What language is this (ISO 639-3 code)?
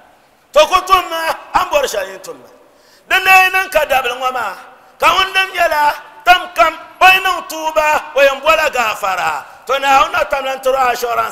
dag